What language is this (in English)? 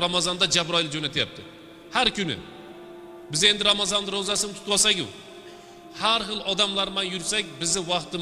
Uzbek